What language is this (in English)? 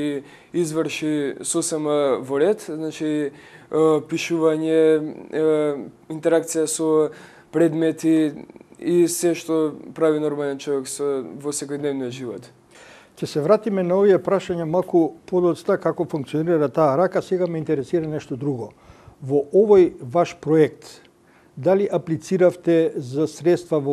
Macedonian